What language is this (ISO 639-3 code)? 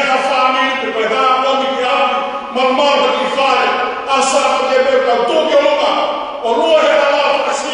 ton